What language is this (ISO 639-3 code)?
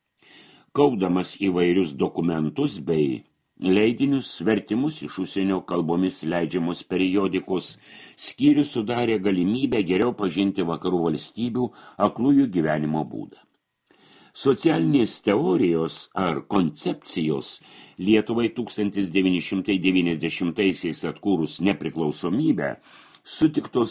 lit